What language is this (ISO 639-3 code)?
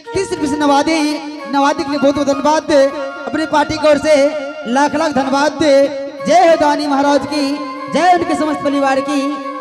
anp